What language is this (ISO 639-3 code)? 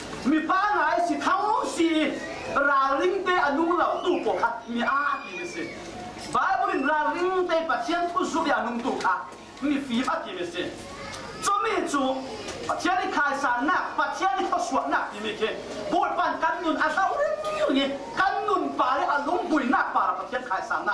cfm